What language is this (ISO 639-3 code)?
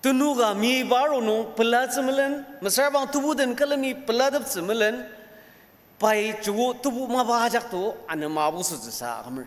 njo